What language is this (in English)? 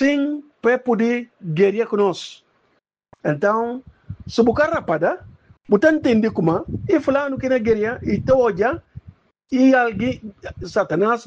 Upper Guinea Crioulo